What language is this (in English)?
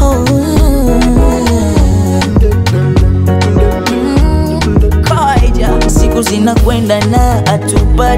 Swahili